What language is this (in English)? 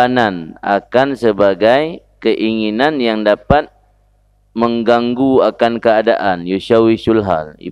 Achinese